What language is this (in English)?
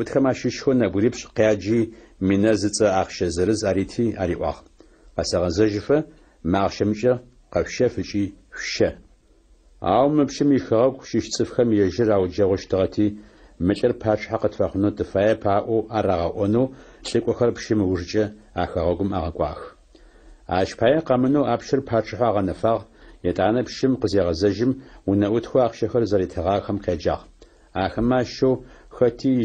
Adyghe